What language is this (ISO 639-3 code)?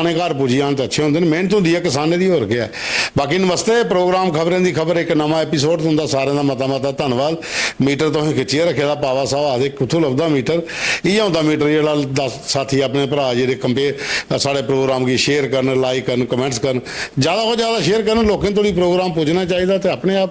doi